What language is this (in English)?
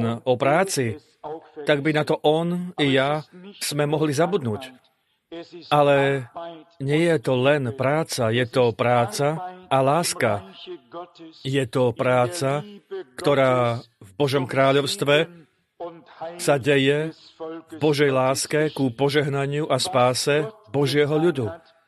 Slovak